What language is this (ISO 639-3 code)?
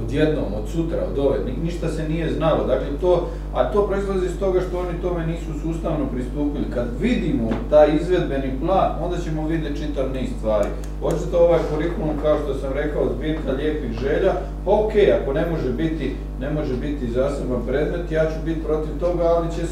hrv